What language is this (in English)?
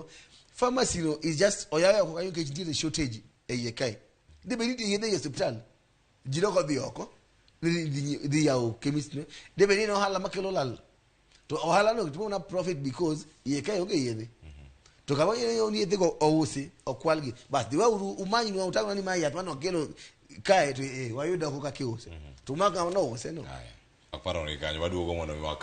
Luo (Kenya and Tanzania)